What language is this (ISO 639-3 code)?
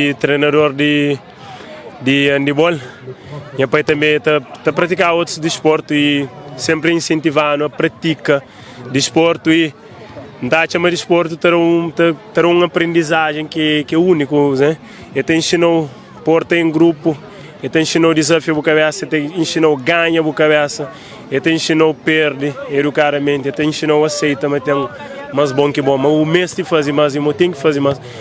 kea